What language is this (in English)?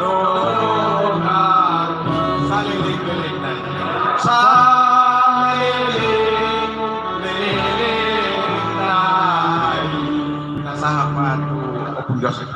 Batak Toba